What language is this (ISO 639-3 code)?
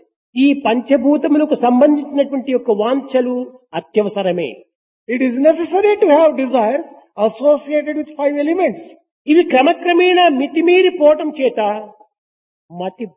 tel